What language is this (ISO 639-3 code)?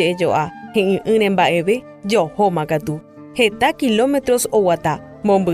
grn